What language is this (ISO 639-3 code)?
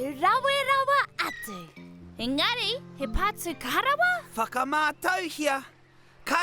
mri